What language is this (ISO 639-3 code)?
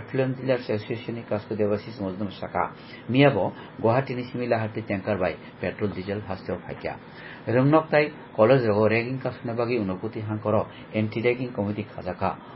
trp